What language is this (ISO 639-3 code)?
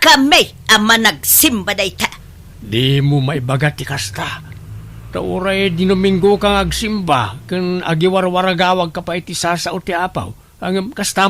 ilo